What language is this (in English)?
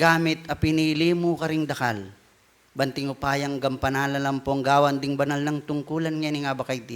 Pampanga